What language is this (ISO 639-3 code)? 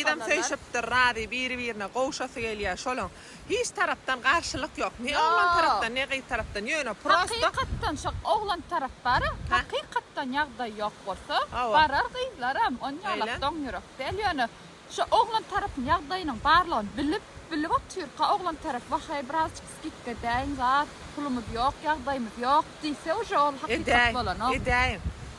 tuk